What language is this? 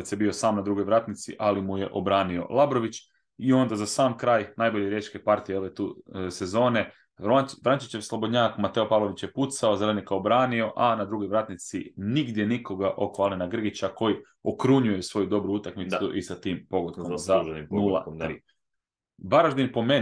Croatian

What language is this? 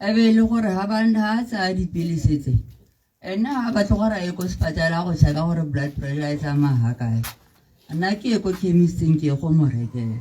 Tswana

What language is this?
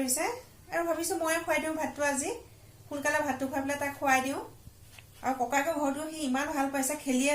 Assamese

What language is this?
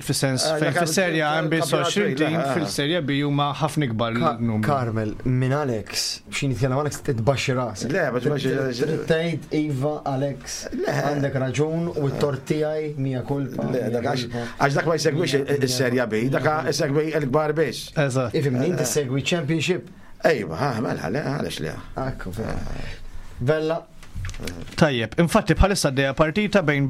Maltese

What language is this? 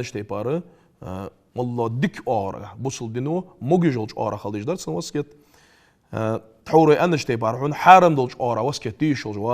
Ingush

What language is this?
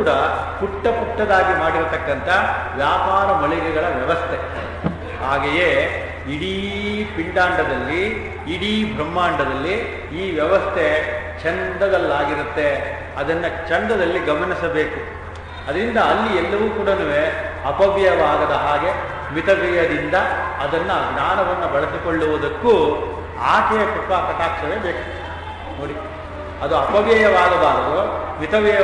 Kannada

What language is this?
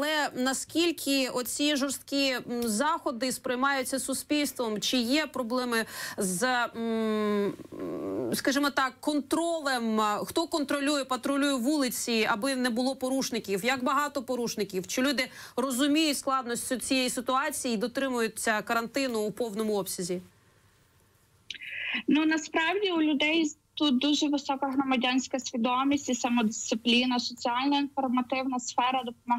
Ukrainian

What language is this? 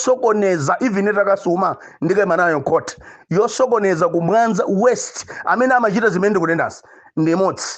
Nyanja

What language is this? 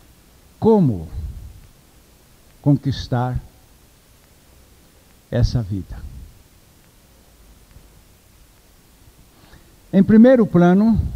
Portuguese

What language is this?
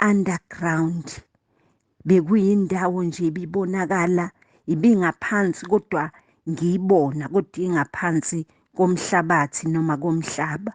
Zulu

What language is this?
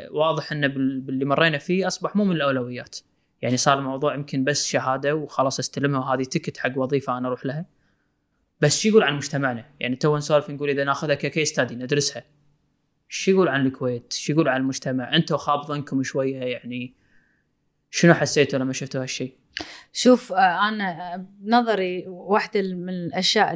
Gulf Arabic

